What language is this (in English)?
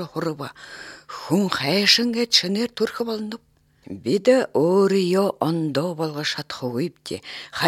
Mongolian